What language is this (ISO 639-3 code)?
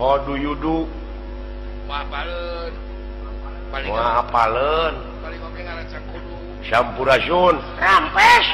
sun